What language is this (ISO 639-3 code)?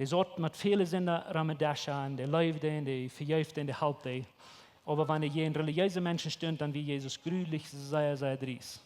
pdt